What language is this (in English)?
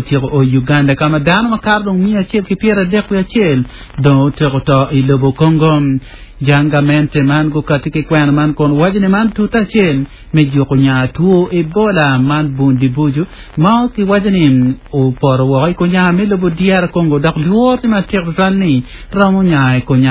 Acoli